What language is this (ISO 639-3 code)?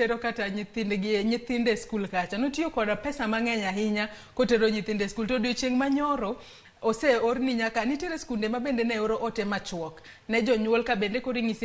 luo